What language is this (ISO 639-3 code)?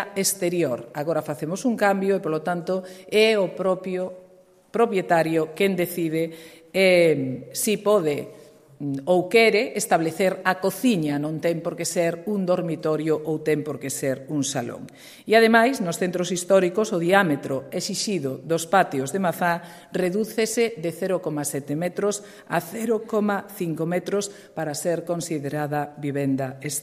glg